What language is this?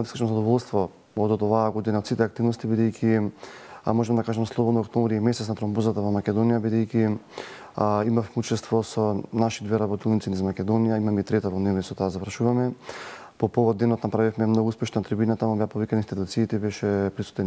Macedonian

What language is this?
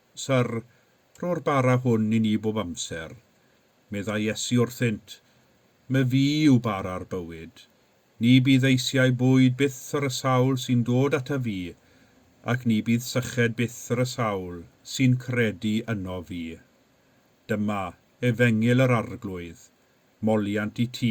Welsh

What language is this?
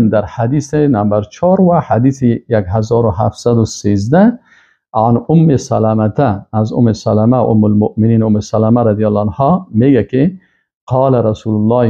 Persian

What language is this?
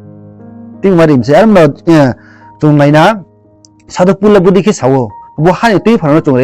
Riang (India)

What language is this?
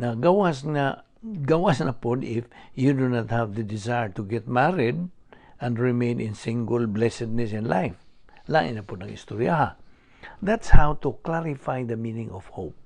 Cebuano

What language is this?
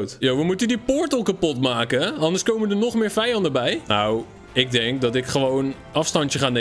Dutch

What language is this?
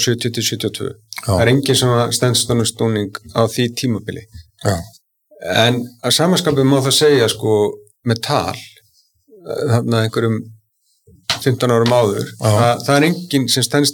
Icelandic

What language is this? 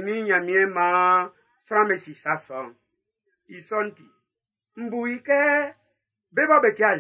Baoulé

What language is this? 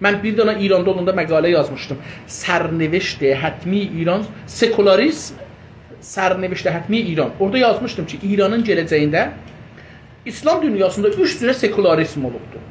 South Azerbaijani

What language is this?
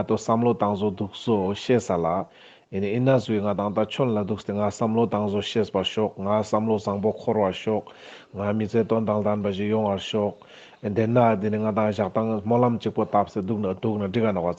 Ladakhi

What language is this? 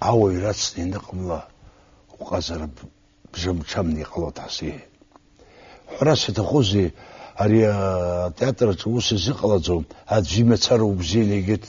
Abkhazian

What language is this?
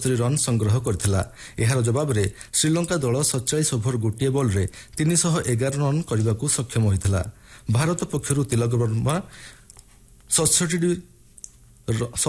Odia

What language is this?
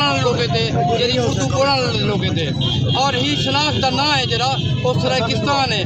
Saraiki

